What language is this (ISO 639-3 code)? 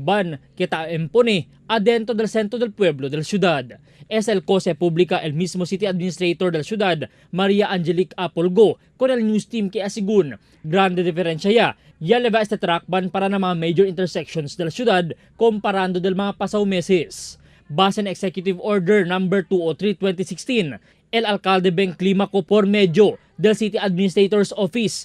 cbk